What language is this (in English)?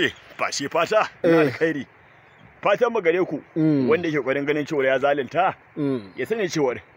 Hausa